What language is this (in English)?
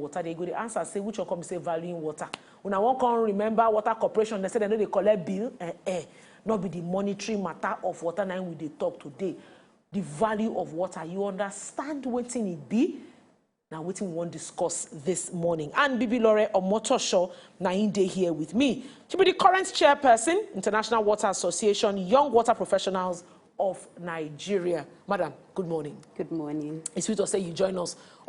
Nigerian Pidgin